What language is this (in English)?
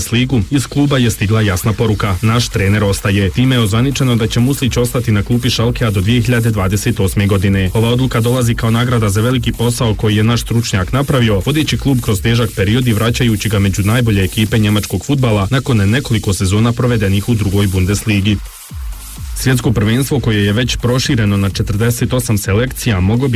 Bosnian